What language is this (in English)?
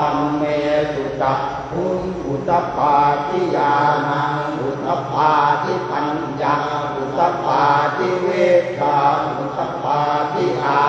Pali